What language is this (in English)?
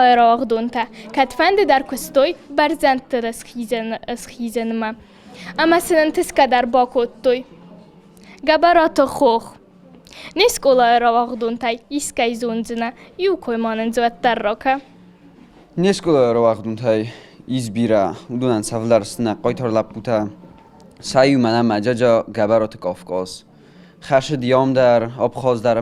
Ossetic